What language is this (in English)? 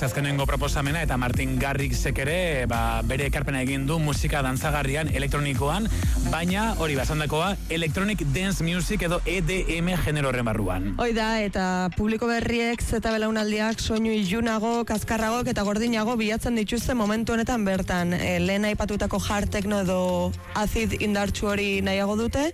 Basque